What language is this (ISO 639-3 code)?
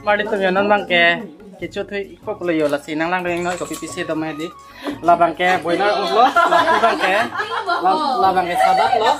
mjw